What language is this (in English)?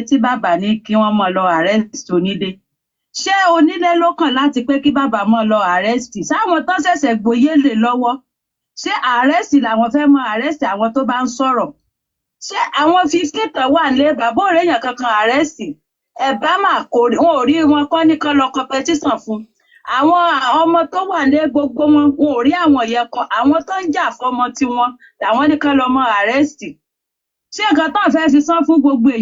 Yoruba